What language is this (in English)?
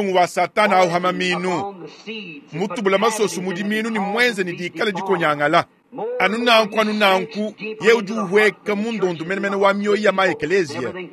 Luba-Lulua